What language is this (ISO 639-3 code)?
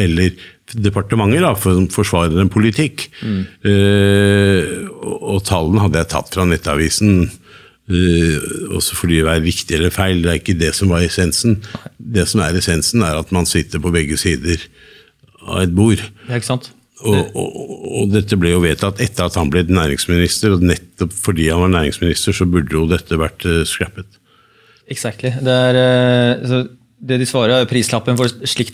nor